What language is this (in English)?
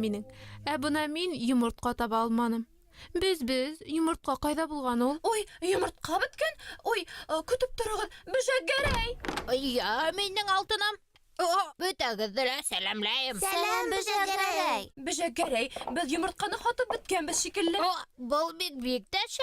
Bashkir